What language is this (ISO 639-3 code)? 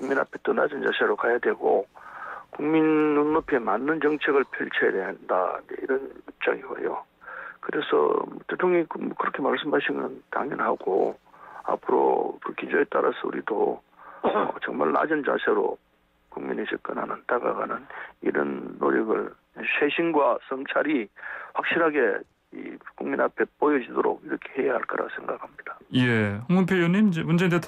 kor